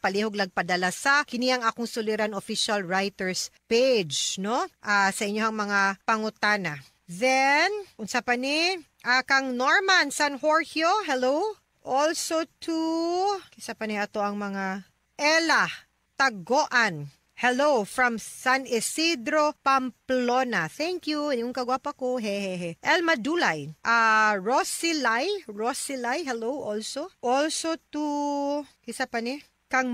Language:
Cebuano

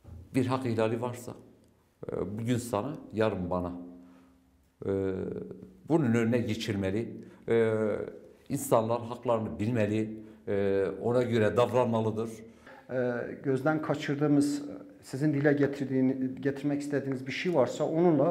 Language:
Turkish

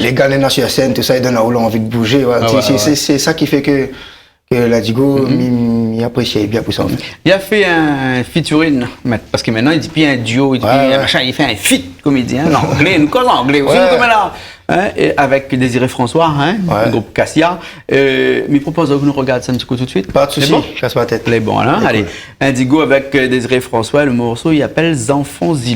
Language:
Réunion Creole French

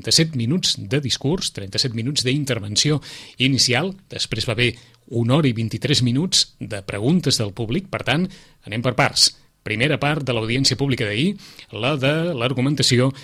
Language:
Catalan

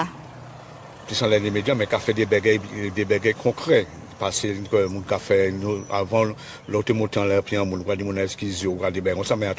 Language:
Guadeloupean Creole French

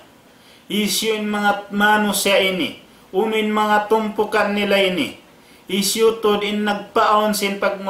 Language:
Tausug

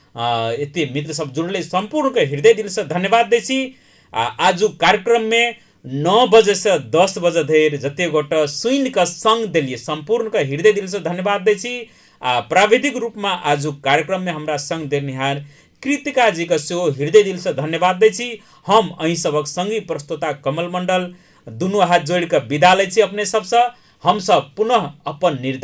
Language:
Maithili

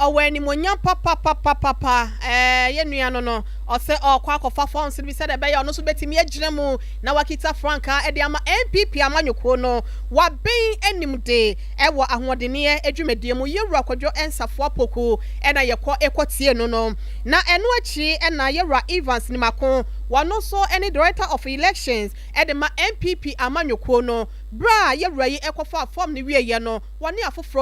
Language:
Akan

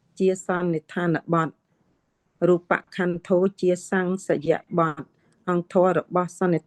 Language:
Khmer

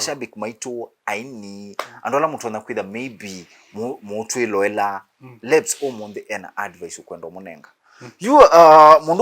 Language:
Kamba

